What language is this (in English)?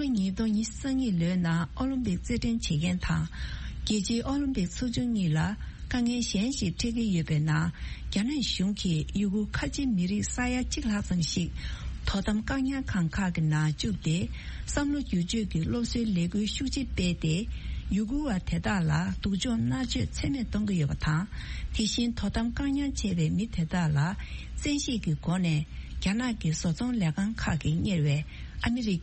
Tibetan